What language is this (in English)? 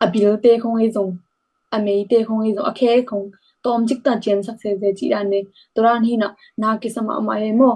Tedim Chin